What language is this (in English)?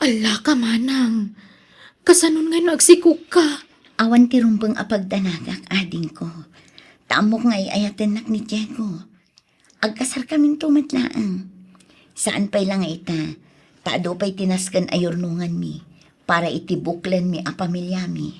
Iloko